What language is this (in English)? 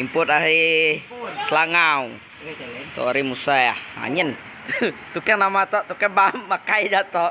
Iban